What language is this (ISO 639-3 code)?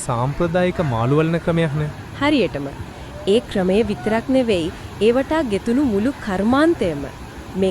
sin